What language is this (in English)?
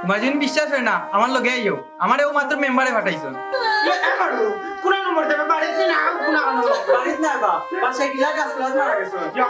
Sylheti